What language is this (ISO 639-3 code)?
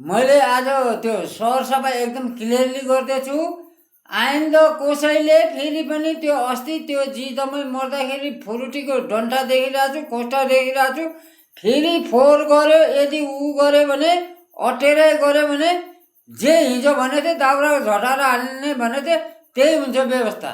nep